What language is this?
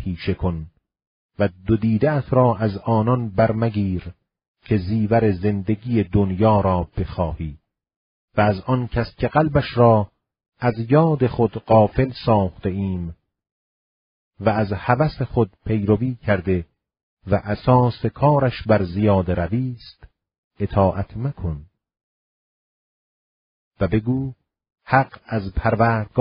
Persian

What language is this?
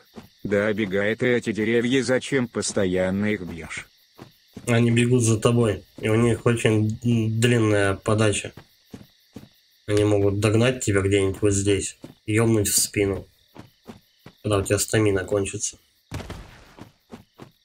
Russian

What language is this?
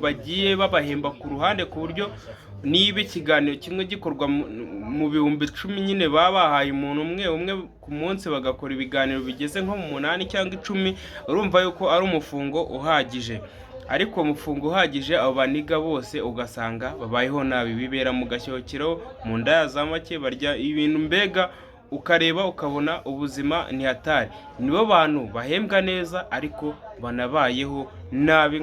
Kinyarwanda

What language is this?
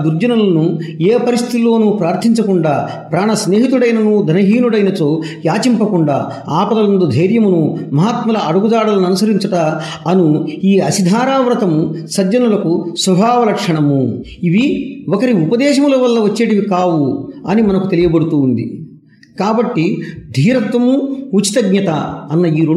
Telugu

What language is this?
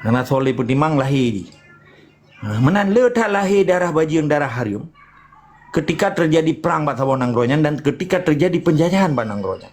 Achinese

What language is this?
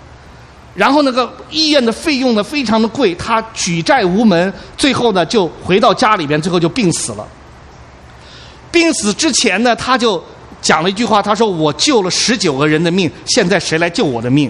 Chinese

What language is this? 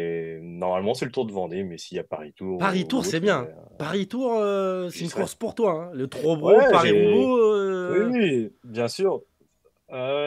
French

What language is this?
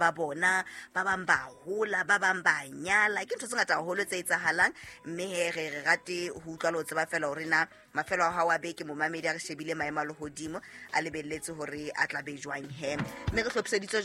Southern Sotho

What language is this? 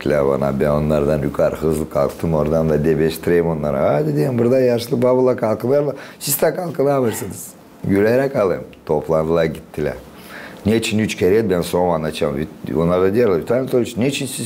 Gagauz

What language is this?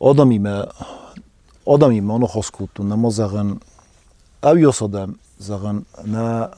Ossetic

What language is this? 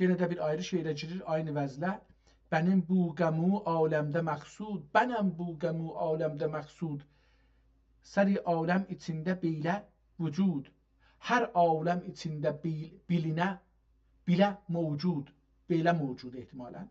South Azerbaijani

